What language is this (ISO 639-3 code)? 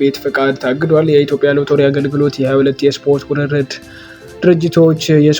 amh